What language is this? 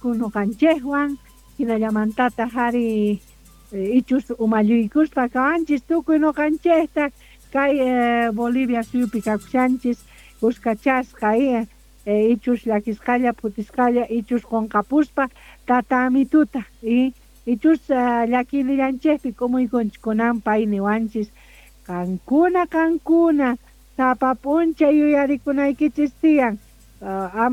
South Bolivian Quechua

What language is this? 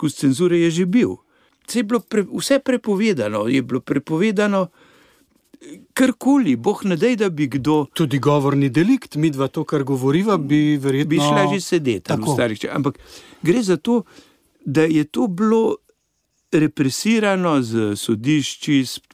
Slovenian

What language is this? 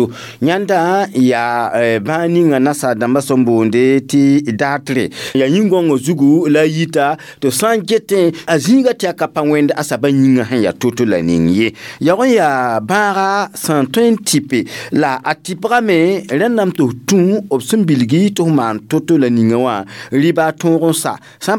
Mossi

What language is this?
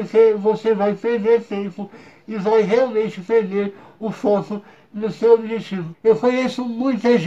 Portuguese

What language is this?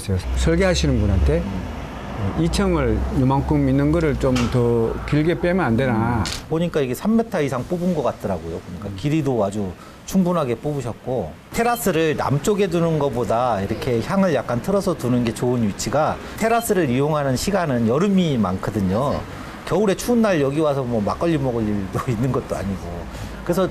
Korean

